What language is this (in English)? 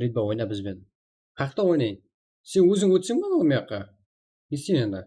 Kara-Kalpak